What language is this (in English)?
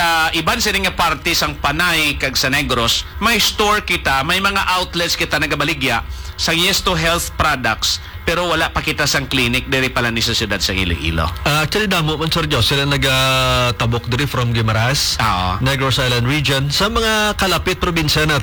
Hiligaynon